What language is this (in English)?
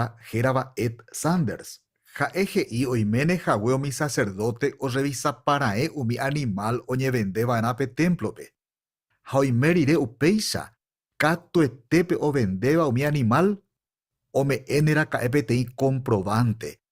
Guarani